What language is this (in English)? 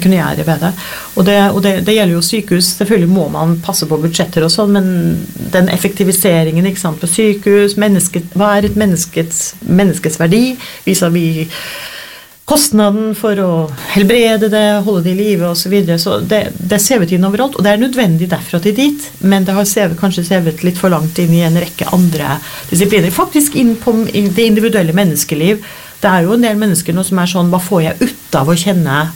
Norwegian